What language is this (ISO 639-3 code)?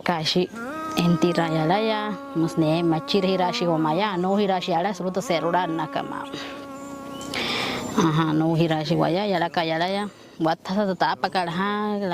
guc